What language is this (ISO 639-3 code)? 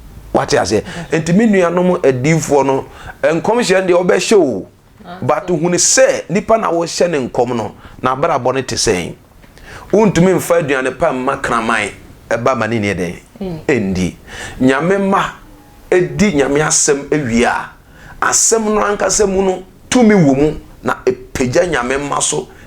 aka